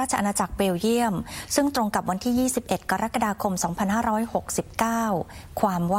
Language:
Thai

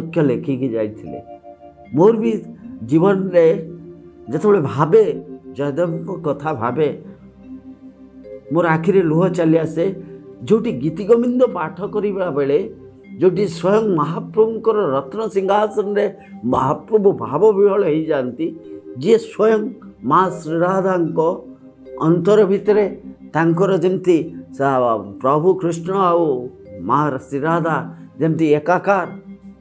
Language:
Odia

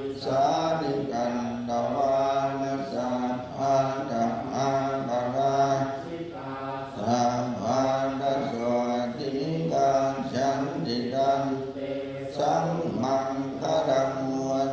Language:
Pali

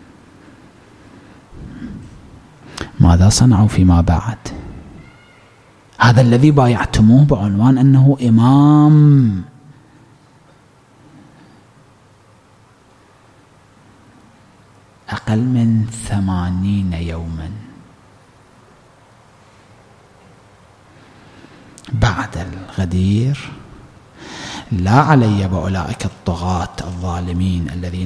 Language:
Arabic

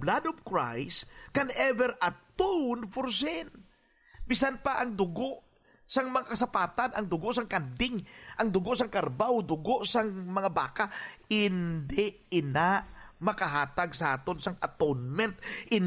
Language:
Hiligaynon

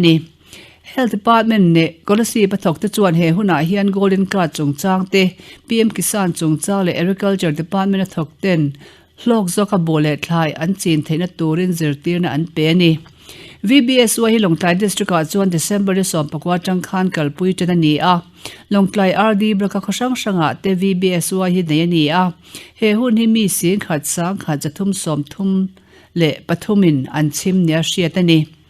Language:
Mizo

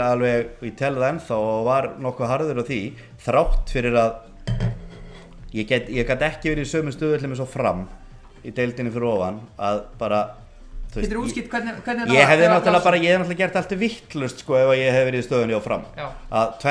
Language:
Icelandic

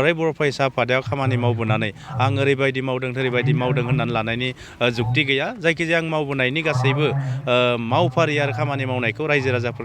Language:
Bodo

